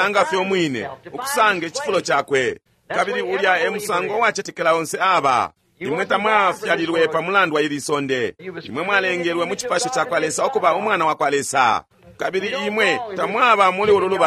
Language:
Bemba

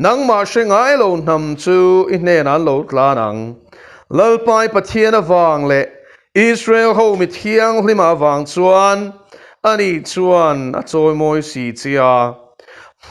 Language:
Mizo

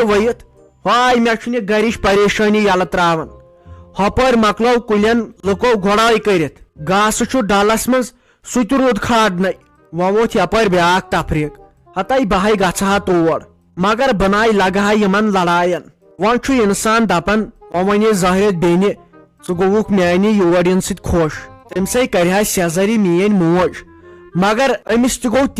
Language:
Kashmiri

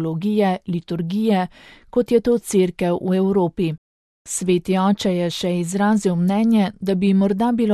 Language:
Slovenian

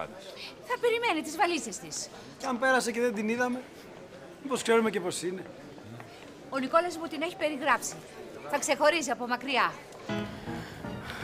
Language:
Greek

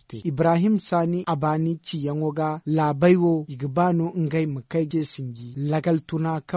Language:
Zarma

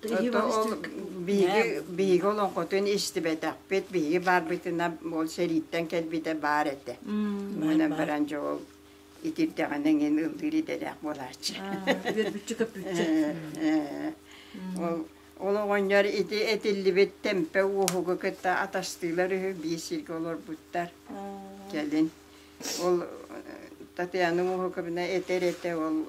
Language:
Yakut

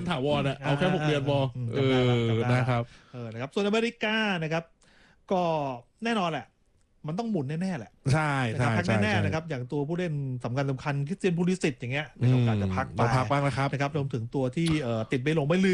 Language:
Thai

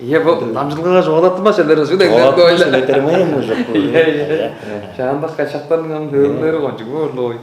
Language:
Tuvinian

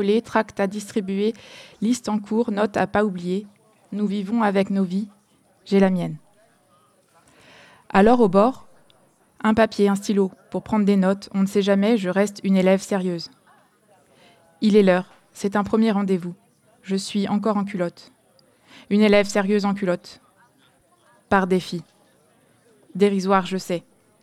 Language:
French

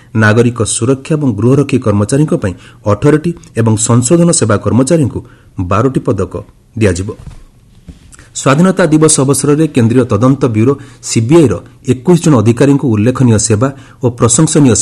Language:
Odia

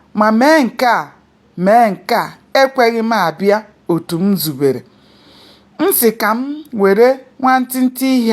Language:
Igbo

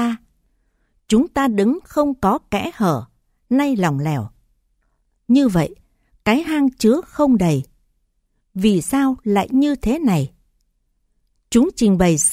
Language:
Vietnamese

